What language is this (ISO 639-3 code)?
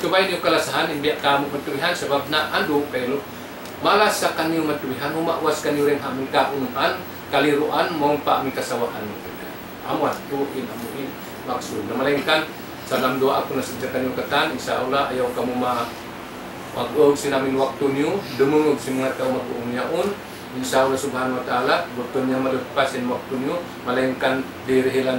tsg